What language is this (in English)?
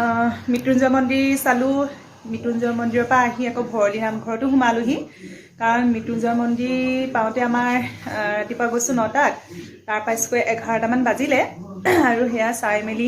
Assamese